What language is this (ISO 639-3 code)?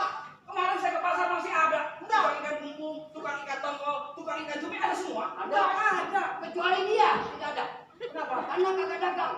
bew